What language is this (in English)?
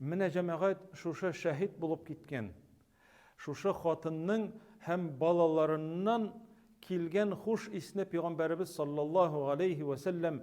Tatar